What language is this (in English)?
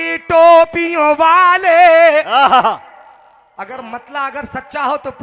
Hindi